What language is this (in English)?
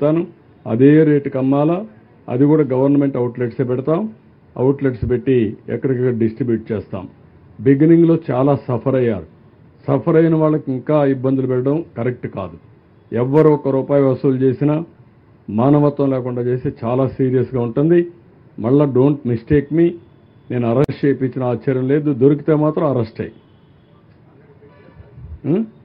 Telugu